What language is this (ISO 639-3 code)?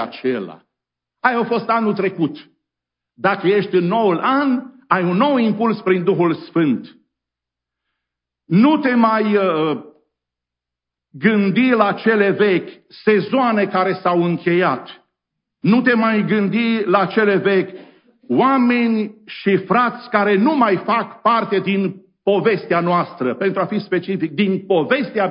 ron